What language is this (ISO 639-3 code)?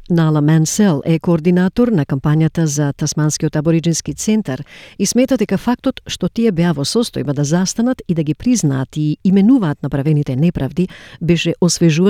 mkd